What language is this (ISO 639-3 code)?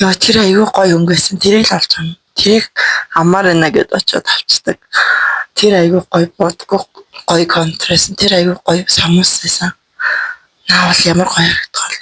mon